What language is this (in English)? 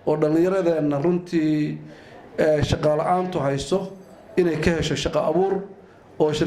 Somali